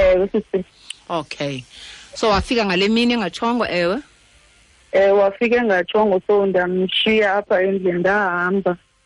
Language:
Xhosa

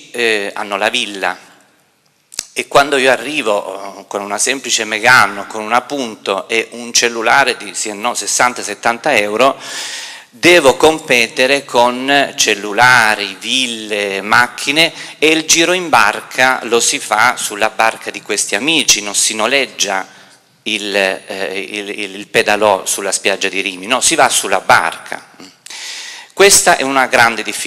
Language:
Italian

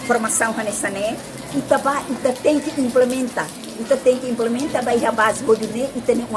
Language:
Tetum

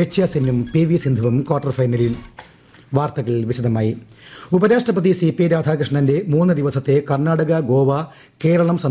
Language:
Malayalam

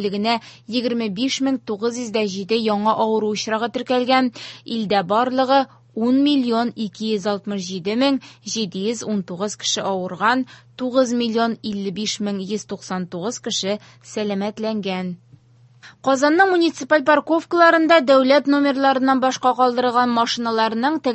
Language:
Tatar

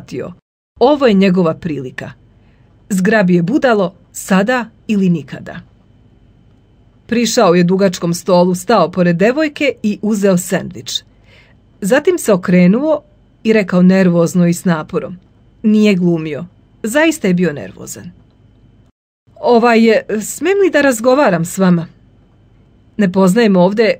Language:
Serbian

